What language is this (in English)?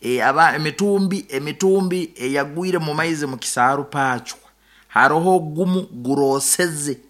Nyoro